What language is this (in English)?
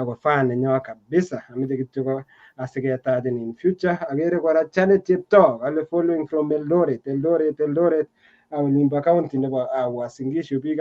Kalenjin